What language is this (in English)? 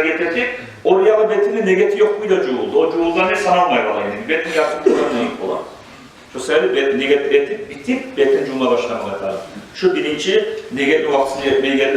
Kumyk